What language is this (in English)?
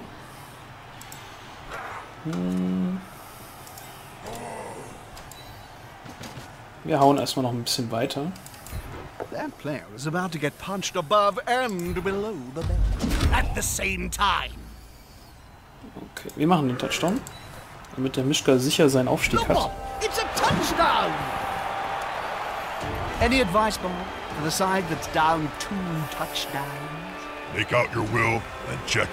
German